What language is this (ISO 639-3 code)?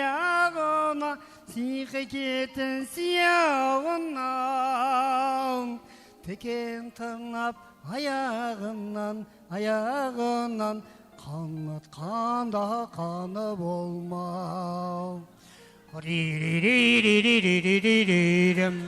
kaa